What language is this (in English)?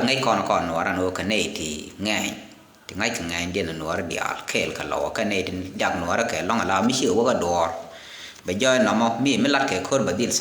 Nuer